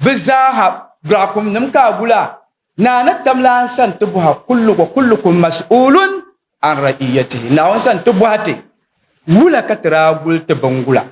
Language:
Dagbani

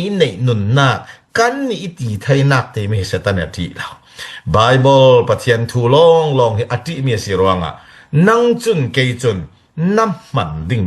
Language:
Falam Chin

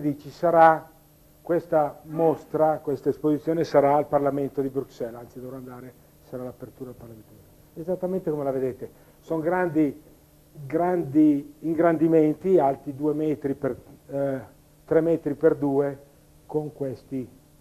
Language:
Italian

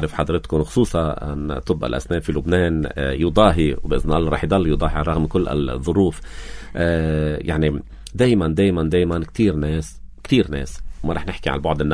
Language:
North Levantine Arabic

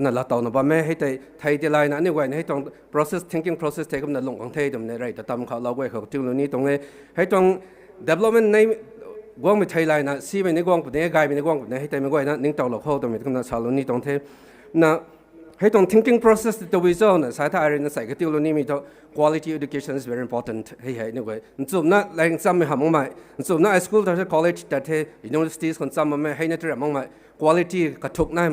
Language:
Rongmei Naga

